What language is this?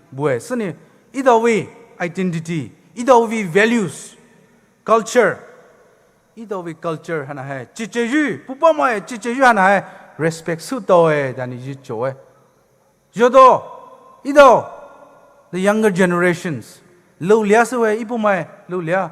Poumei Naga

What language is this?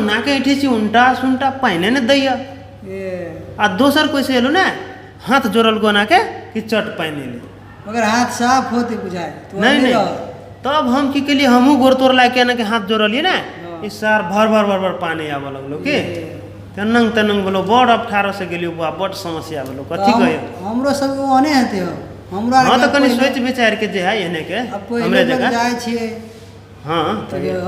Maithili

